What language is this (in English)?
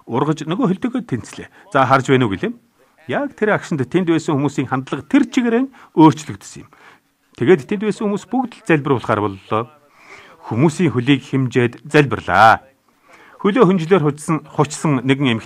Mongolian